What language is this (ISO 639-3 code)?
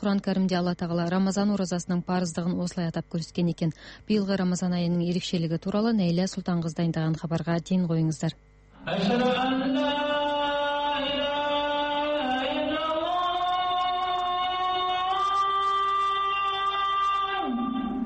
kaz